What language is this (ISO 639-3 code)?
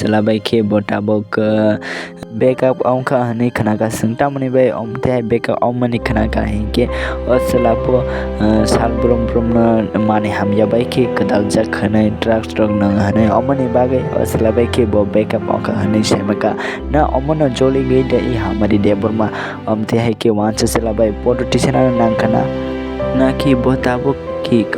trp